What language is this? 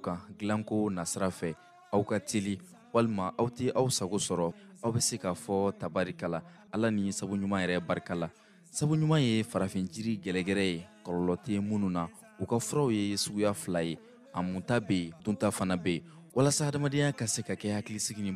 Bambara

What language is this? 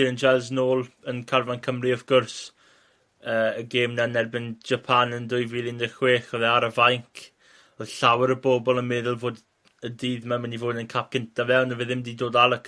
Welsh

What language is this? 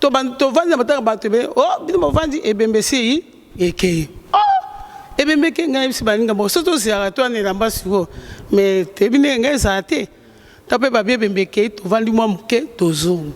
Lingala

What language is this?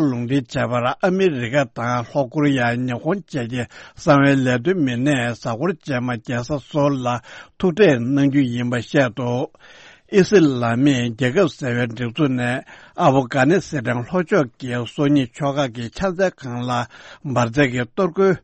Tibetan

